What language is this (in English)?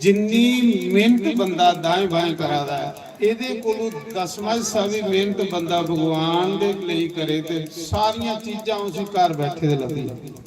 Dogri